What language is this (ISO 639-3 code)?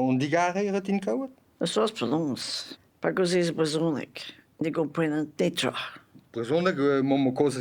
bre